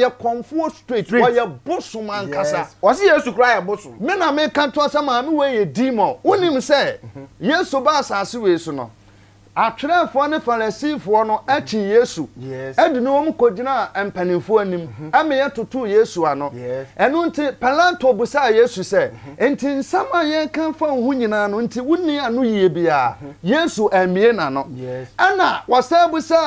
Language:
Akan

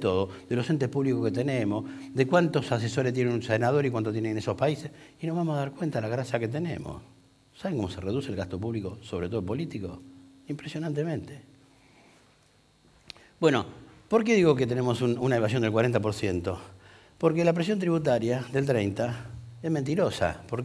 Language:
Spanish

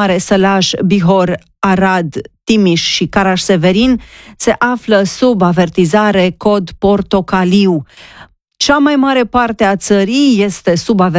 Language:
Romanian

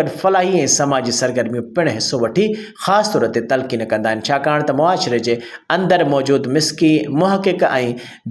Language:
Sindhi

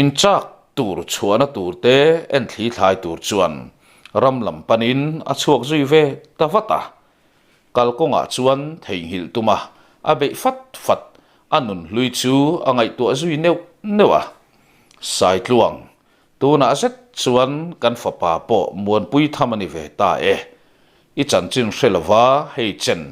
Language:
Mizo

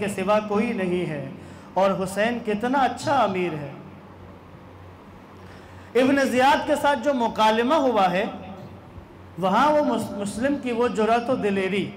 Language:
Urdu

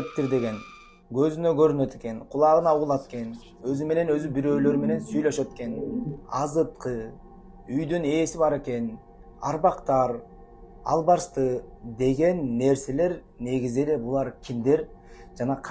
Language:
Kyrgyz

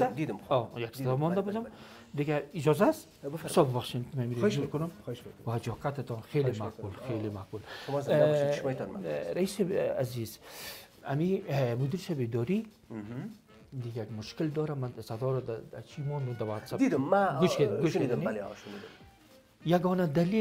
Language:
Persian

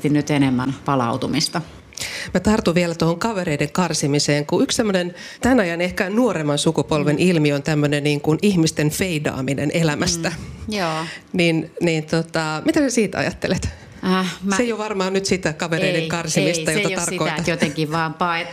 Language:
Finnish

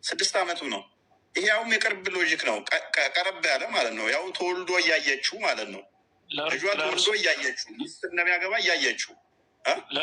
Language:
Amharic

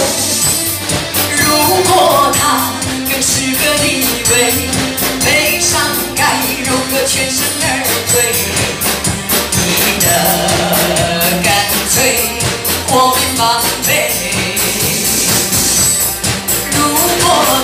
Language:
Chinese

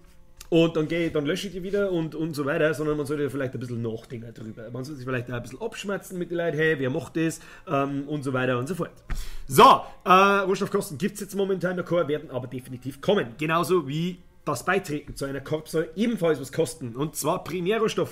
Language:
Bavarian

